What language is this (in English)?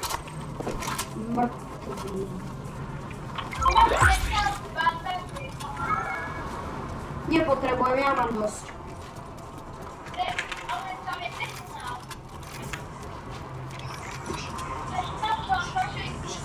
Slovak